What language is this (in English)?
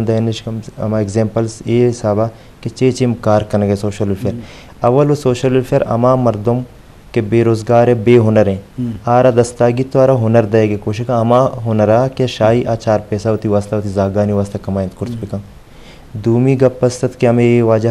Eastern Balochi